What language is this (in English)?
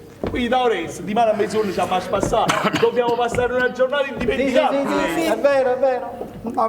Neapolitan